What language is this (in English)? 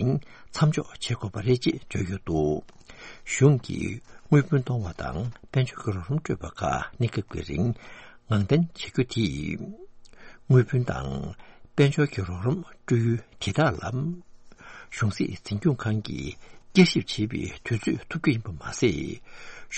Tibetan